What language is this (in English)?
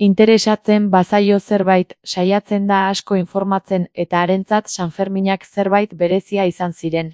Basque